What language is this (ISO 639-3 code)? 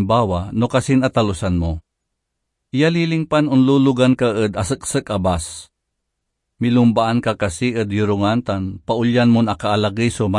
pag